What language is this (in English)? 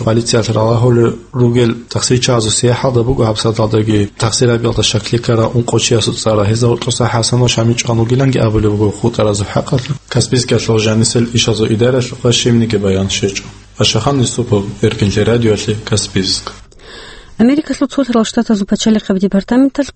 Avaric